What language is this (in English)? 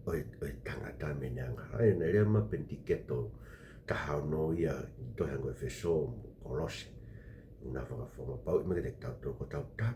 Tongan